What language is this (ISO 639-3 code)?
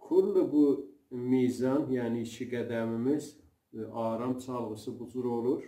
azb